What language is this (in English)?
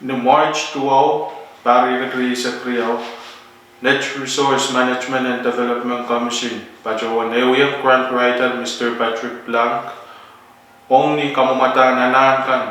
Pohnpeian